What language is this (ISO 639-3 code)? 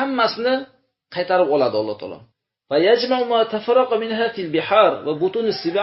uzb